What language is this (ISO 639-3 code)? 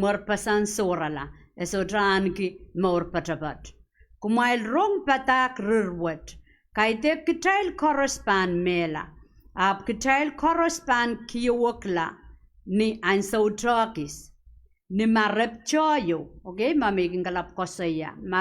pon